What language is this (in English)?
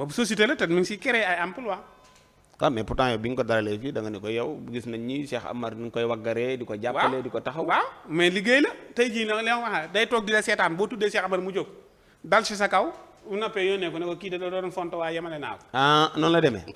Wolof